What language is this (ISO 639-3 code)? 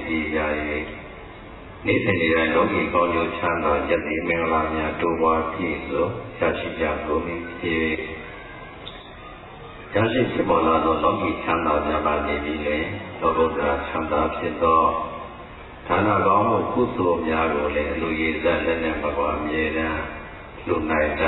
mya